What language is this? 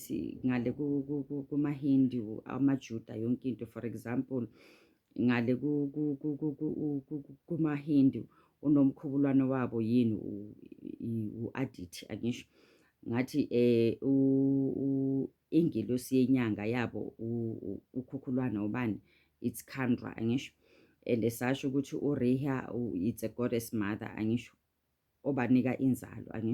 Zulu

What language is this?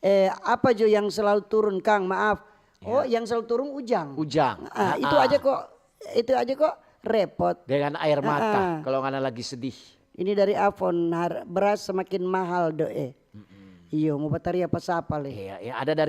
Manado Malay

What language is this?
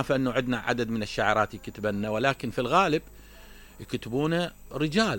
Mesopotamian Arabic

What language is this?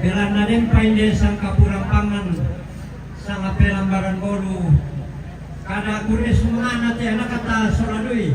Toraja-Sa'dan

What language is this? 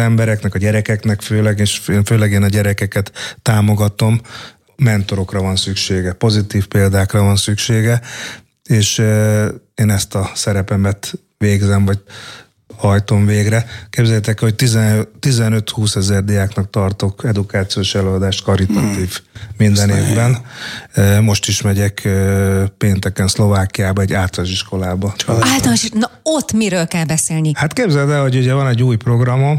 Hungarian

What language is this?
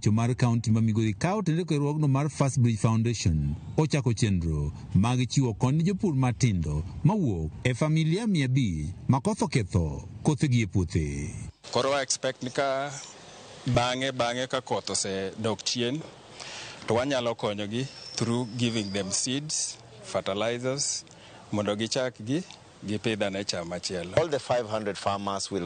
Luo (Kenya and Tanzania)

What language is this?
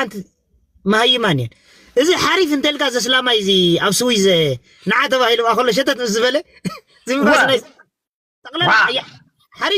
Tigrinya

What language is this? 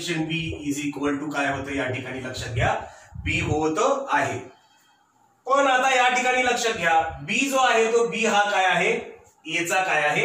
Marathi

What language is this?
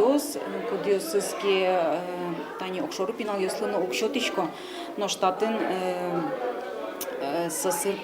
Udmurt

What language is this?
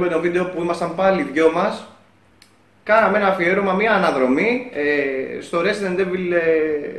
Greek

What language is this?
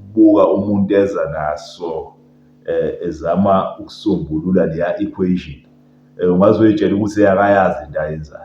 Zulu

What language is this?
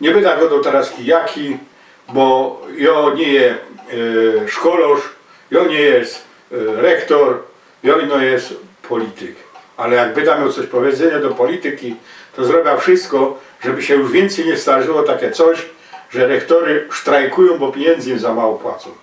Silesian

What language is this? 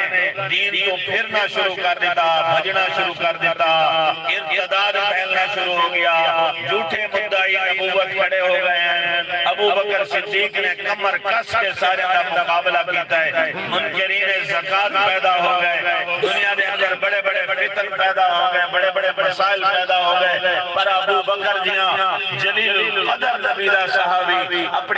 Saraiki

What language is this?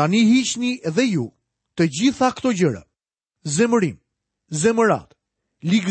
Albanian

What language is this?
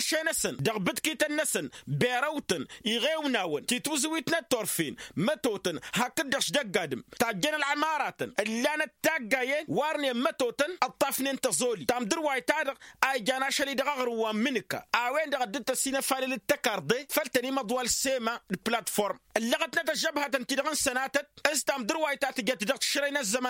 Tamasheq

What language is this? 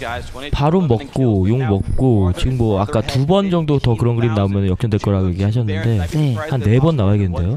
Korean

